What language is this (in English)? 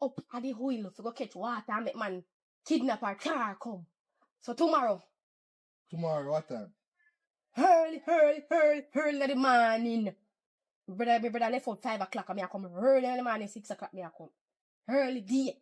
Jamaican Creole English